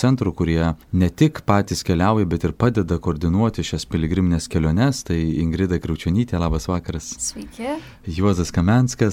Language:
Lithuanian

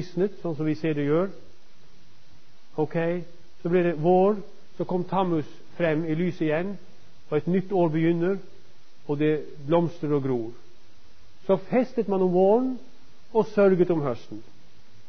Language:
Norwegian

